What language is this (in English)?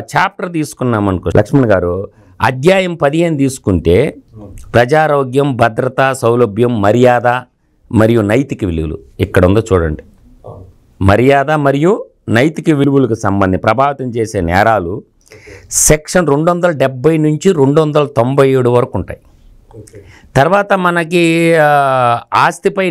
Telugu